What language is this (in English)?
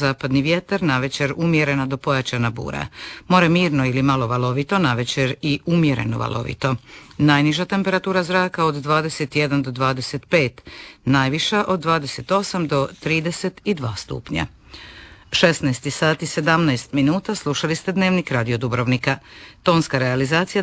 Croatian